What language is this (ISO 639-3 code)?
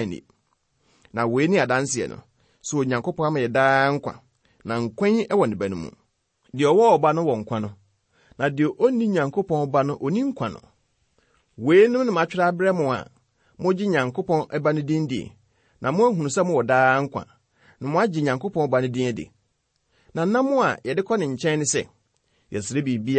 aka